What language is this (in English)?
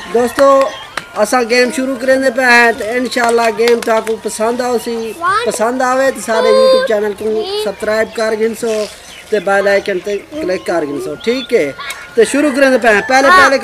Saraiki